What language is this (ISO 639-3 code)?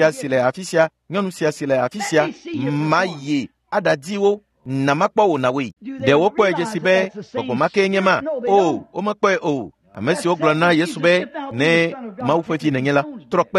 ewe